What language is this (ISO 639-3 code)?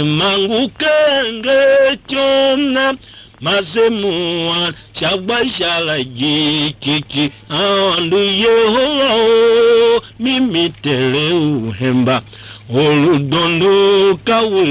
tiv